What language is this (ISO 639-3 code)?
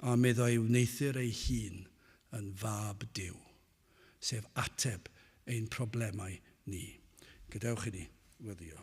cym